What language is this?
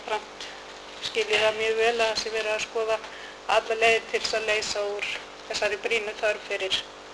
Icelandic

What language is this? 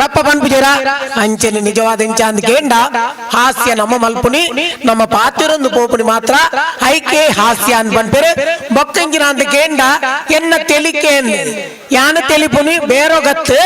Tulu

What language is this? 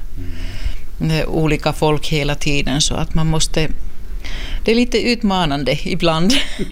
Swedish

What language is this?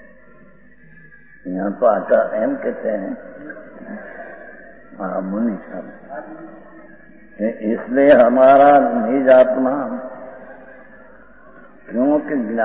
Hindi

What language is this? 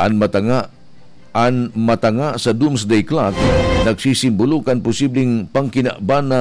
Bikol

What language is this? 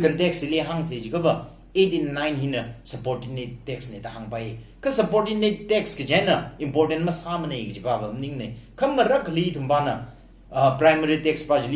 Tangkhul Naga (India)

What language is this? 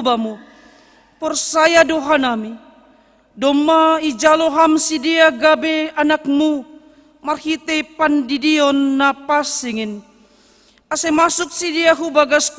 Batak Simalungun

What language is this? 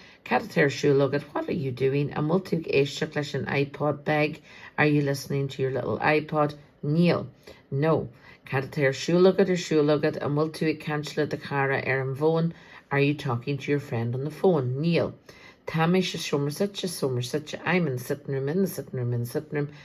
Irish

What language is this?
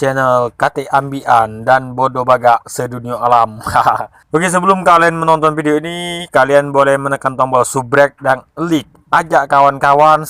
Musi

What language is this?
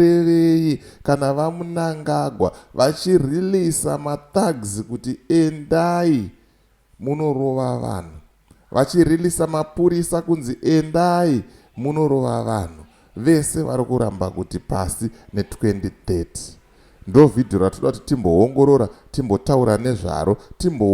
Shona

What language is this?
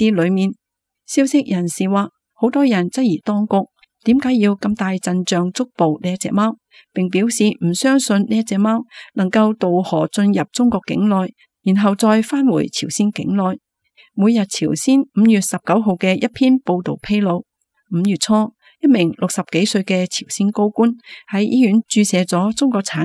Cantonese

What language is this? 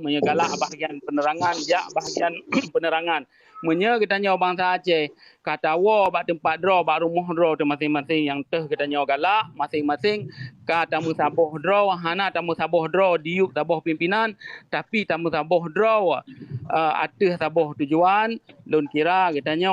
Achinese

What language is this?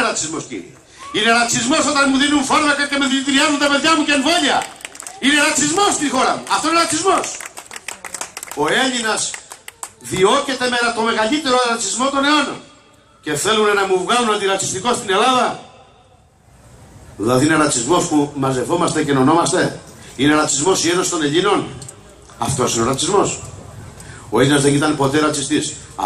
Greek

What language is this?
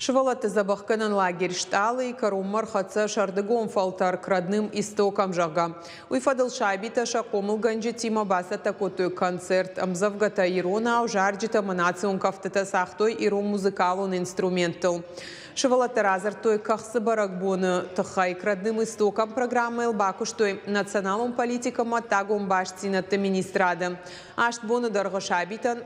Ossetic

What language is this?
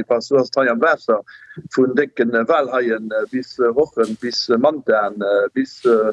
Luxembourgish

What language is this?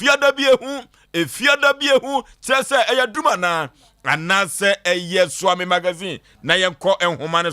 Akan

